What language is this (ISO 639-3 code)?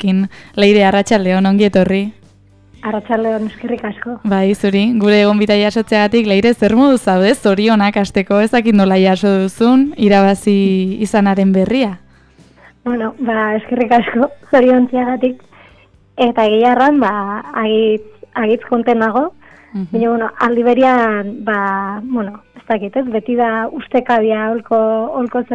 eus